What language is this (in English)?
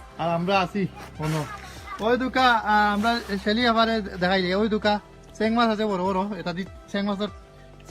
Sylheti